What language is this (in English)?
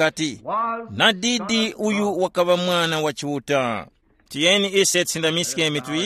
Tumbuka